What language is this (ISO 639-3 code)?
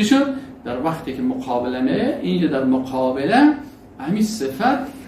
fas